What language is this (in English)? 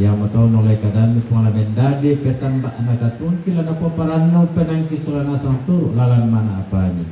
Toraja-Sa'dan